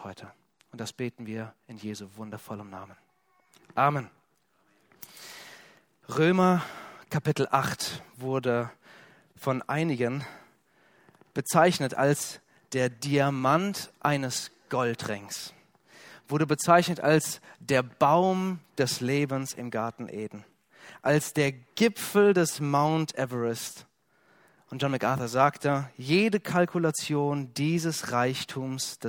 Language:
German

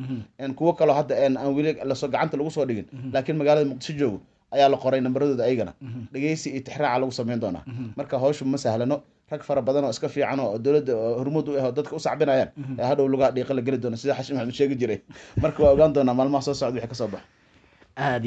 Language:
Somali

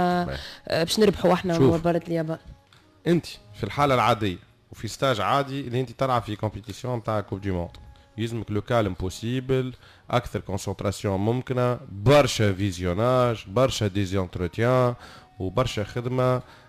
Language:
Tunisian Arabic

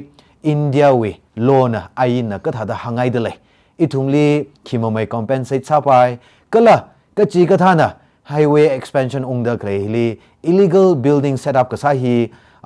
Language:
Tangkhul Naga (India)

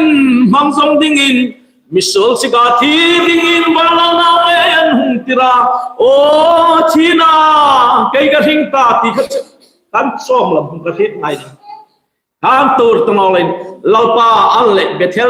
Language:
Hmar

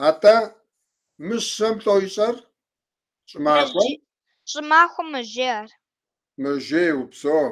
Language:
Kabardian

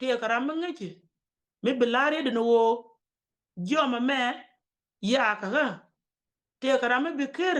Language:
Nuer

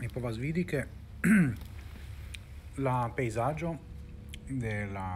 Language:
Esperanto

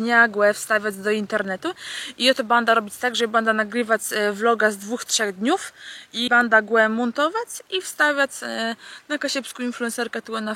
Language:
Kashubian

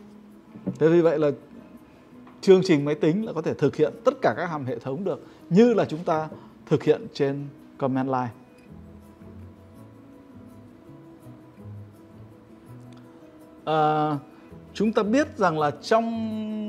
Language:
Vietnamese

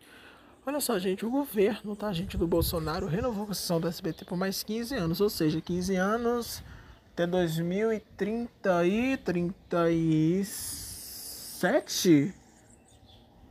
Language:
Portuguese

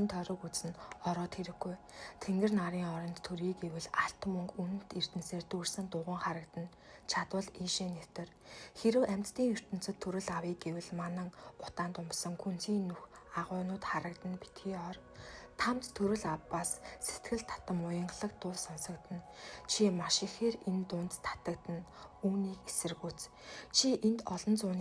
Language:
Mongolian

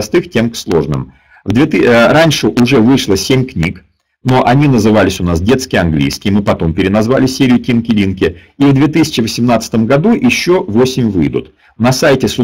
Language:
Russian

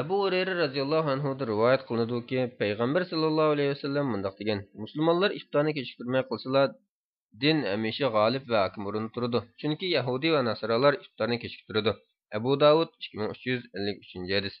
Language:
Uyghur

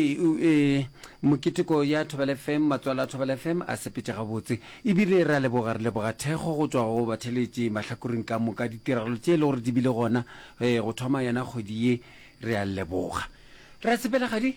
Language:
Northern Sotho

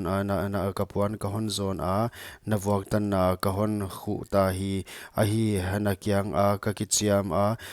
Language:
Paite Chin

